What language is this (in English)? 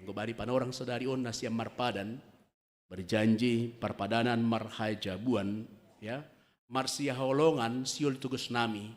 Batak Simalungun